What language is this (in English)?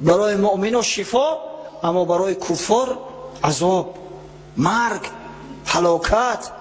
Tajik